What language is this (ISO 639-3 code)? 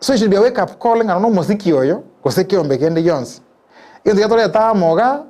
guz